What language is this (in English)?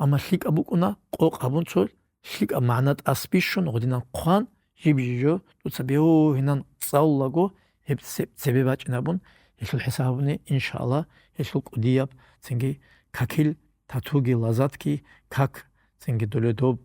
Avaric